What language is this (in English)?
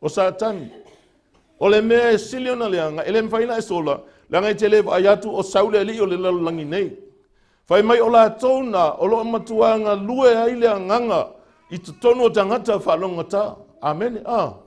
Samoan